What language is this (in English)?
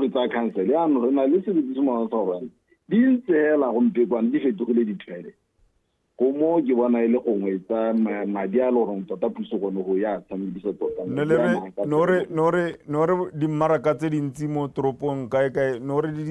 Tswana